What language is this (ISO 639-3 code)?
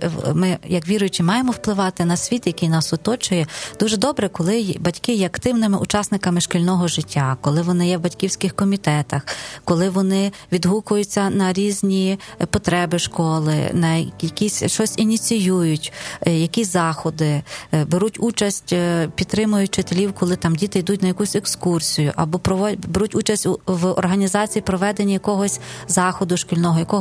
ukr